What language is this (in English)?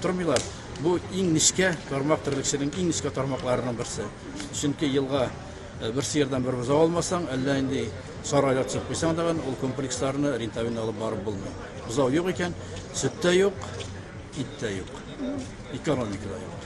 Tatar